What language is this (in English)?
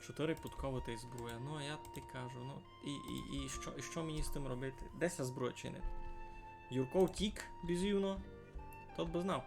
Rusyn